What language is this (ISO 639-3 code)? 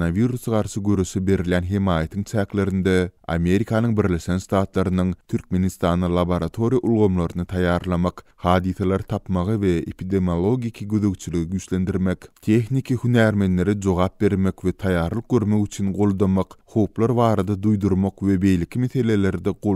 tuk